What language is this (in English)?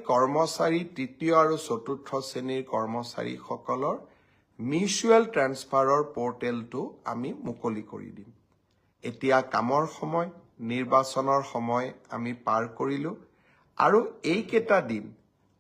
Assamese